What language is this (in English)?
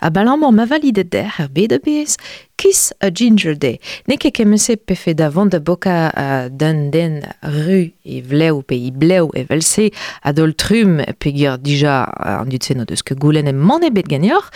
Breton